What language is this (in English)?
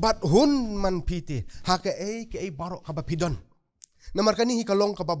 Khasi